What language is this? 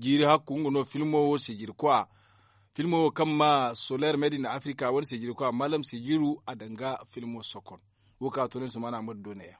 Zarma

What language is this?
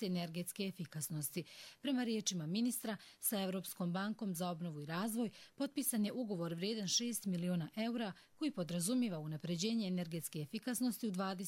Croatian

